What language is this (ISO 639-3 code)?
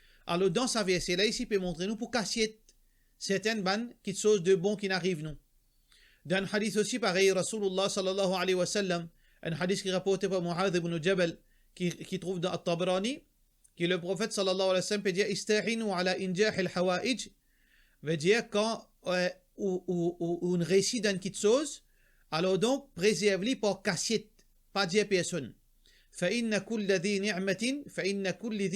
mfe